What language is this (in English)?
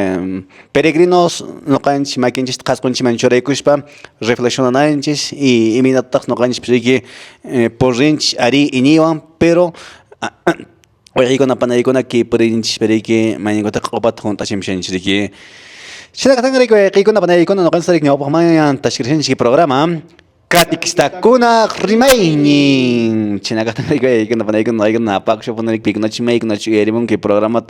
Quechua